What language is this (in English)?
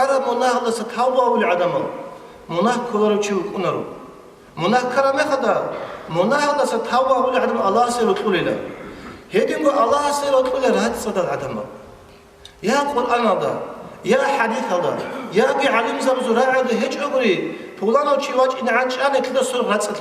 Avaric